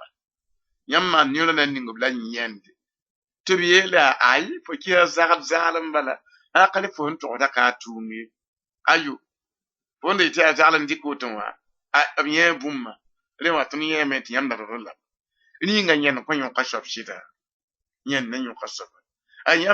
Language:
Mossi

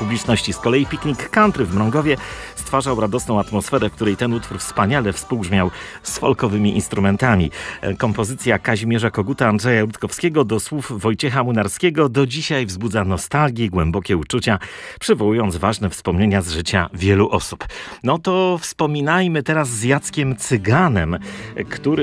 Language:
Polish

